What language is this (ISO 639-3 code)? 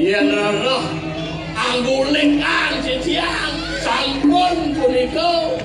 ban